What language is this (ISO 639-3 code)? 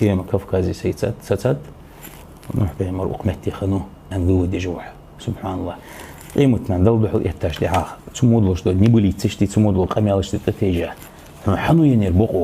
inh